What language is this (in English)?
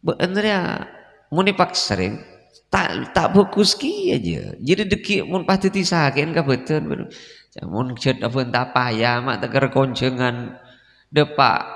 Madurese